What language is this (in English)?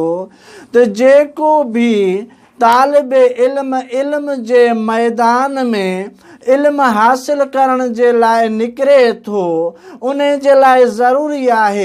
Sindhi